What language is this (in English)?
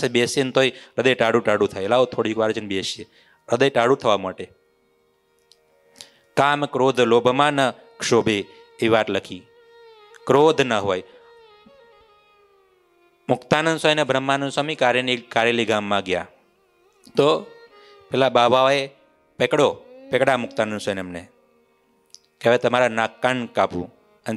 Gujarati